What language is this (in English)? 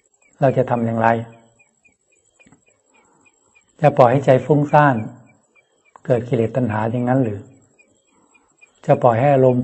Thai